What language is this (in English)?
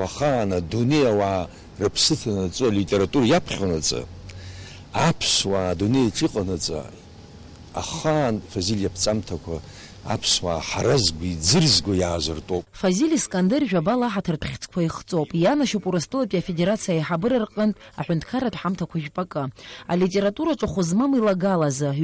Abkhazian